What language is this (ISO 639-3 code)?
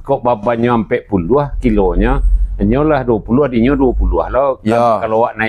min